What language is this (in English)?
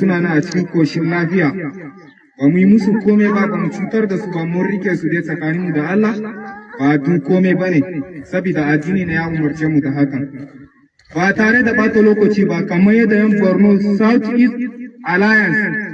Hausa